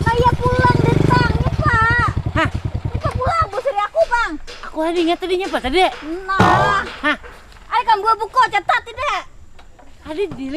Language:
Banjar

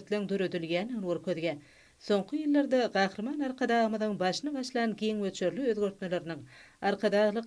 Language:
Turkmen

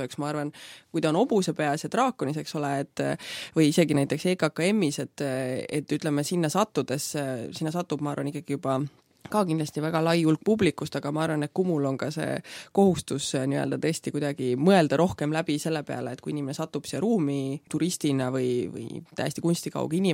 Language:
Estonian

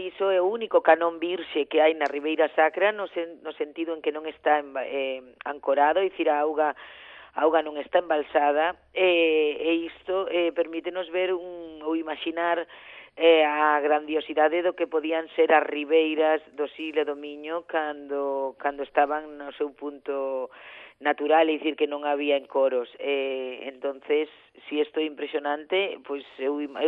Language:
Galician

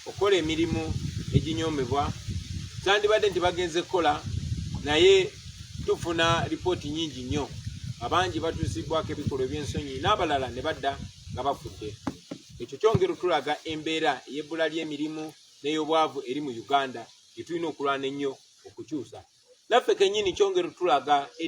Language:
Ganda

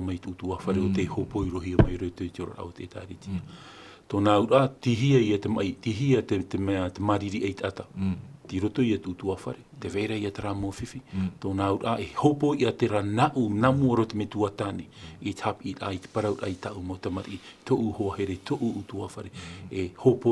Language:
Tahitian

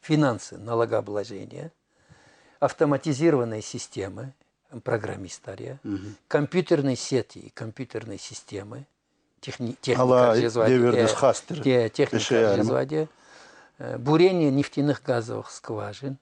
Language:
Lezghian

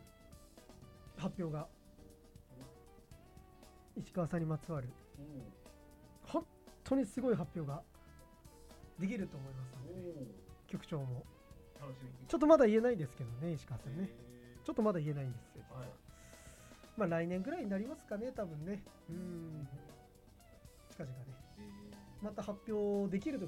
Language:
Japanese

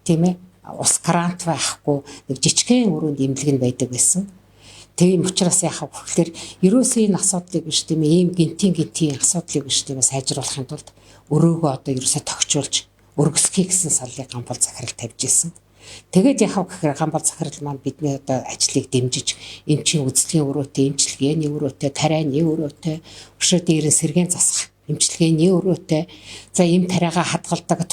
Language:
Mongolian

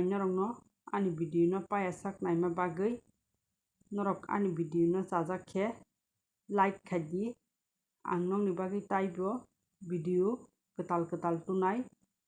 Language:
Kok Borok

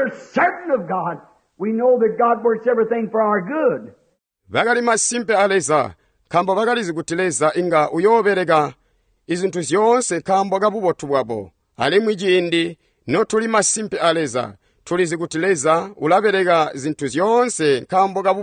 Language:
Tonga (Zambia)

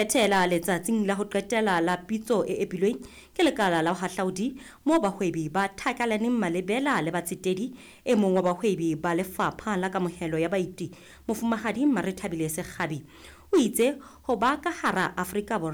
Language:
Southern Sotho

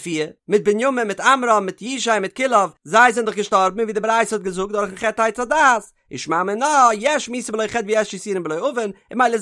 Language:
Yiddish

